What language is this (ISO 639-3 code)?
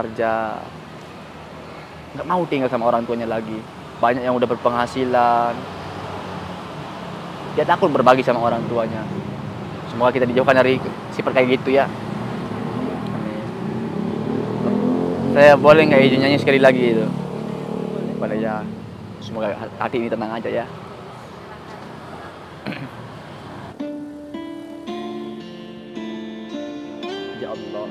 ind